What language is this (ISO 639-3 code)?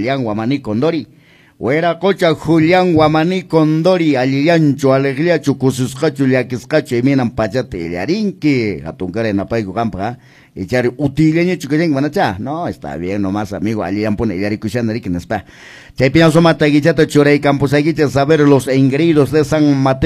que